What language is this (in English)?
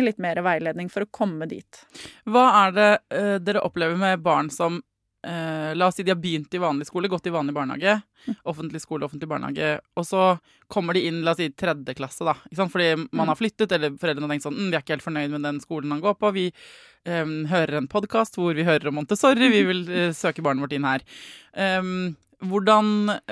Norwegian